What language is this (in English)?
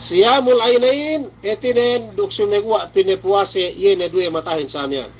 Yakan